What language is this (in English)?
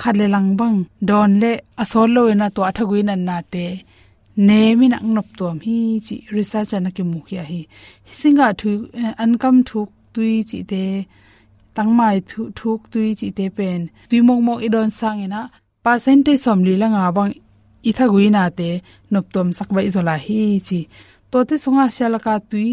Tedim Chin